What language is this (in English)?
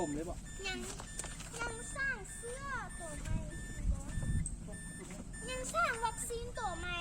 Lao